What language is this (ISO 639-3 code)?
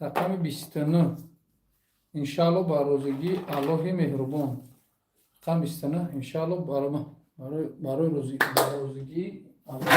tgk